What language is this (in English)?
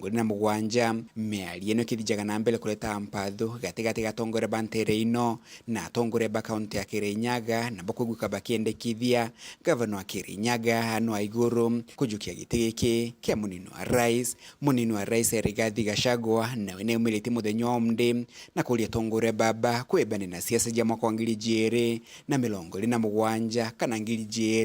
Meru